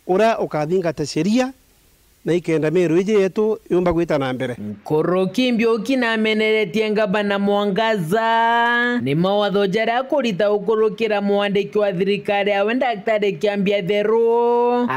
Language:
Meru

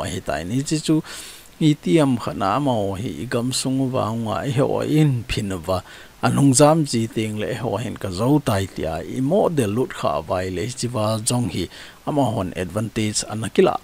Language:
Thado Chin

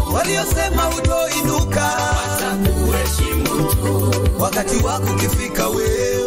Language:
Swahili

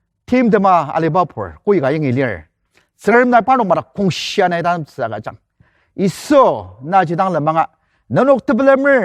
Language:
Ao Naga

